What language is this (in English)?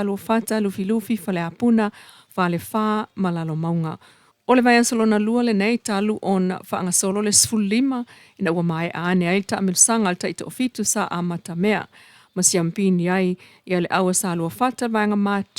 Samoan